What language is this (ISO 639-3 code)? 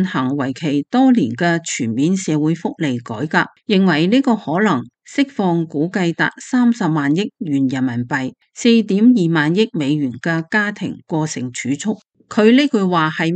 yue